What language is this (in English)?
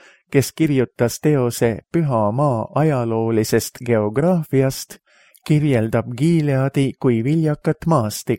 Estonian